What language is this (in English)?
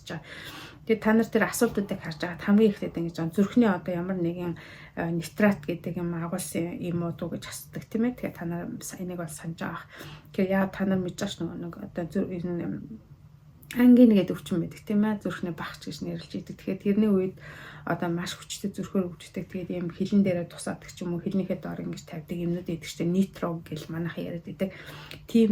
Mongolian